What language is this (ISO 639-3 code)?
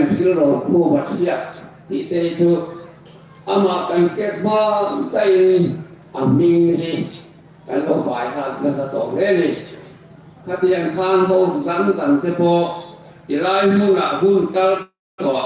hmr